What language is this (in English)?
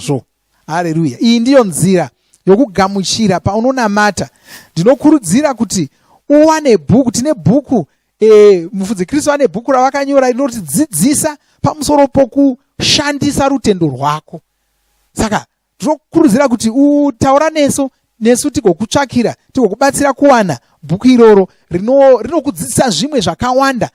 Shona